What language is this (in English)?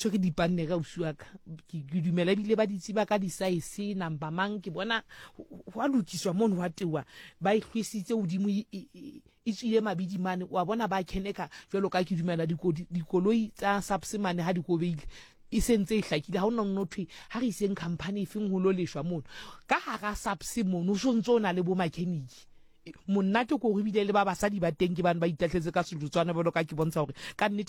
Southern Sotho